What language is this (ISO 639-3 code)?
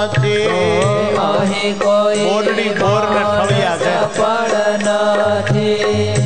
guj